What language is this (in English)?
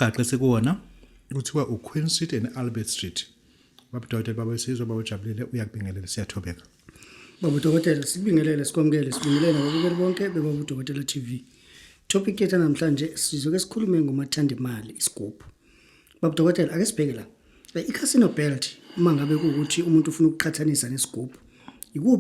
Zulu